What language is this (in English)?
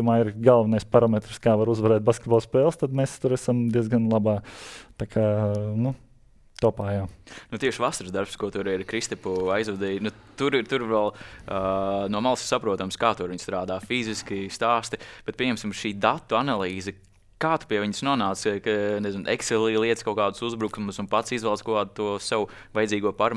Latvian